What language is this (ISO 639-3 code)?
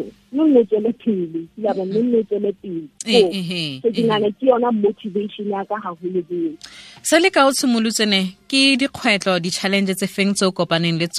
sot